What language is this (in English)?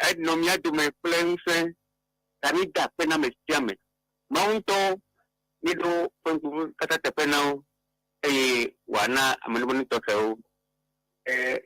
Ewe